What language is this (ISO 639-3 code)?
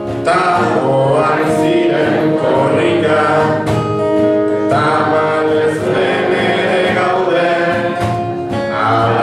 eus